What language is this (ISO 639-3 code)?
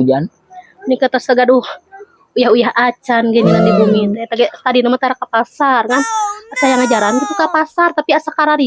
sun